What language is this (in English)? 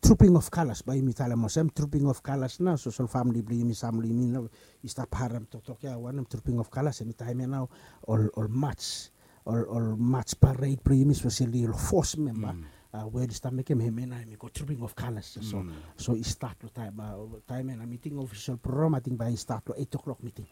Bislama